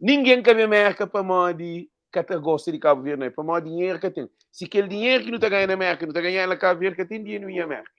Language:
Kabuverdianu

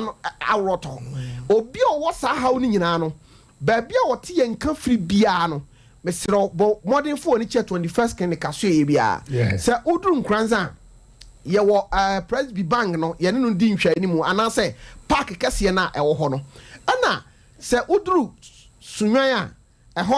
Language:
Akan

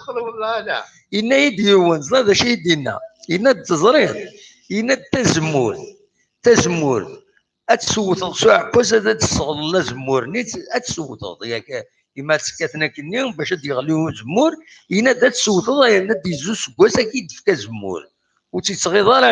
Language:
Kabyle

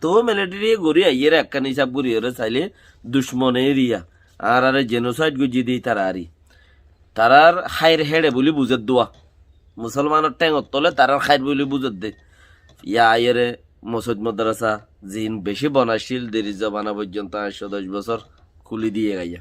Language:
Rohingya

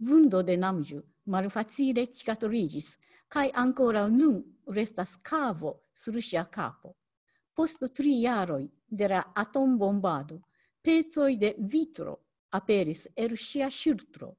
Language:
Esperanto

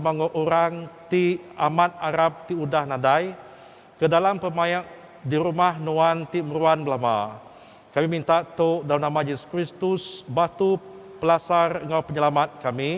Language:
Iban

